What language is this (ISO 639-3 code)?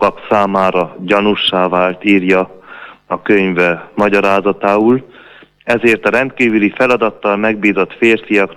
hun